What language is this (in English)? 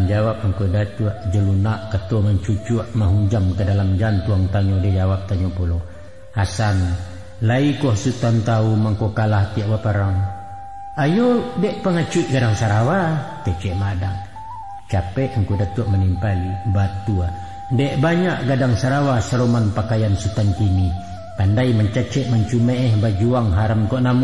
Minangkabau